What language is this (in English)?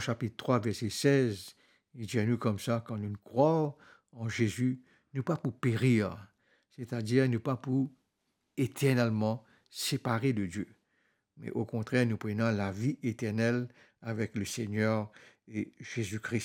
Morisyen